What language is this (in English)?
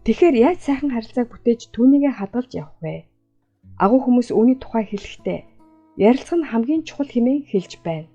Mongolian